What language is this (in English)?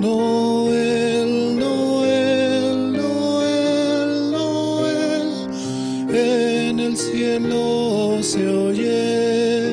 Aymara